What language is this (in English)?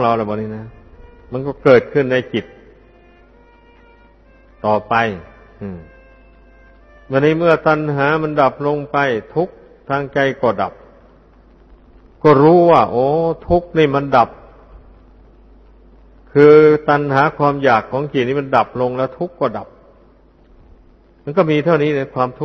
Thai